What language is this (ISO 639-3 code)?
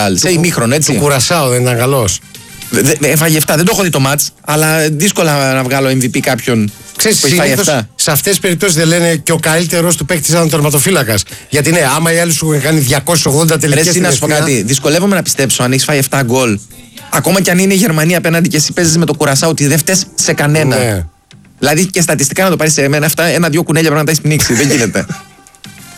ell